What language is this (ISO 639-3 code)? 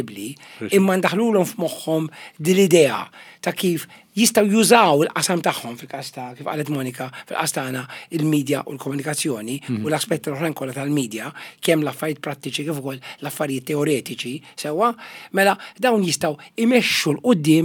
mlt